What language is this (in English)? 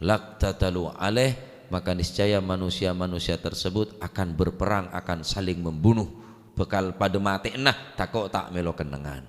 Madurese